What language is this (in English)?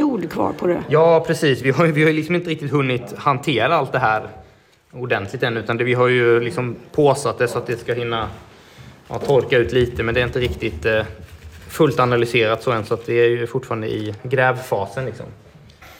Swedish